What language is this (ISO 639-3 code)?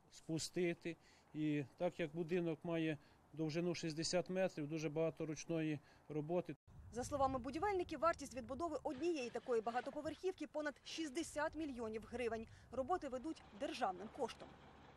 ukr